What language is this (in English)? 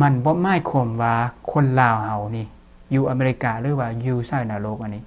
Lao